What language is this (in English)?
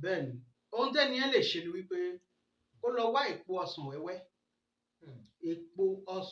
Yoruba